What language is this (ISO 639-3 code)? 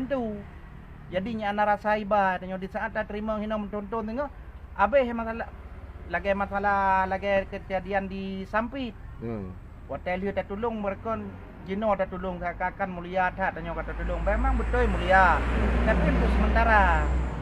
ace